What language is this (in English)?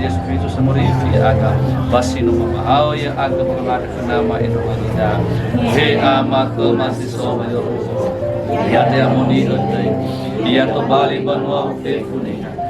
Nias